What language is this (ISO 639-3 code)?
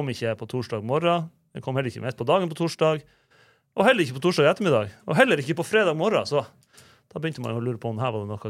nor